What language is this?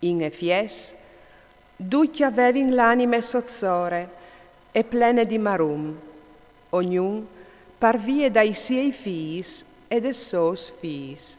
Friulian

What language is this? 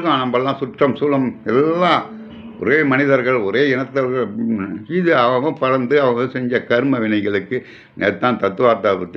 Tamil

